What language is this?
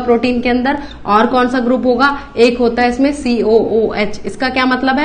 Hindi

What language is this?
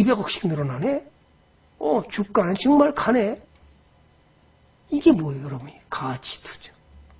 Korean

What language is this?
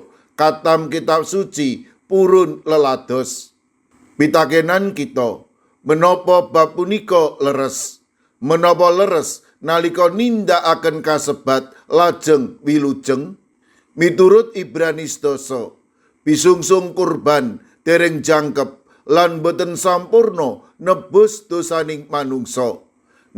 Javanese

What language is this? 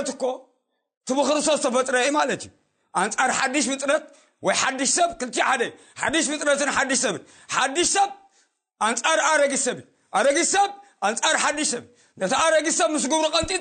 Tigrinya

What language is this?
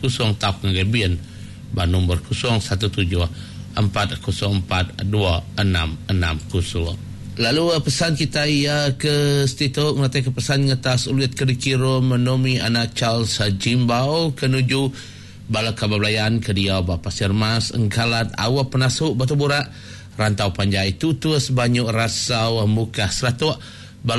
Iban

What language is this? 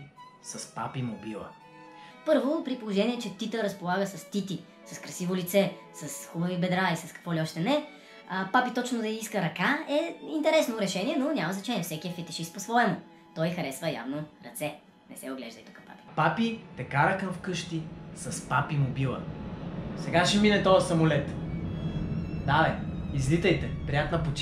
Bulgarian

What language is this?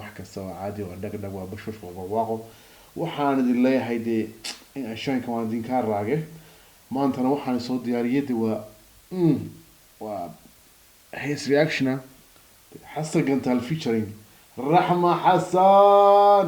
Somali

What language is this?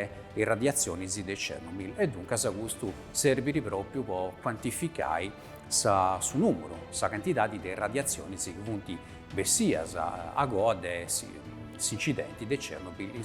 Sardinian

